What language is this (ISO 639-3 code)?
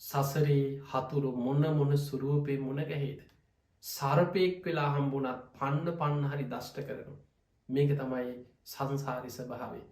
sin